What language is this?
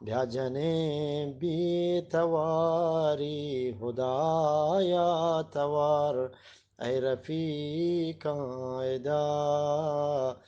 Eastern Balochi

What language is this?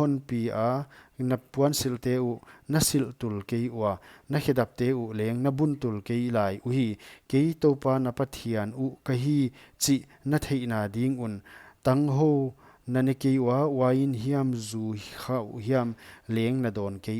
Paite Chin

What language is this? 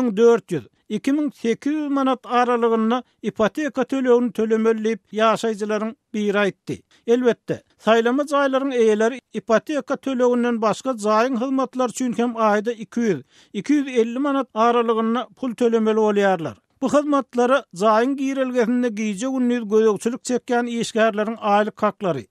Turkmen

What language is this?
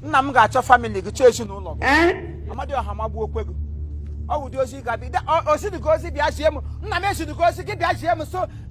Igbo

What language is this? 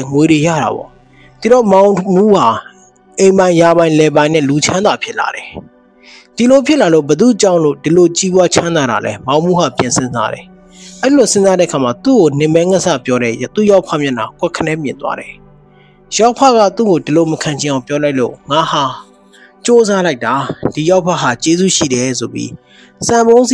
Burmese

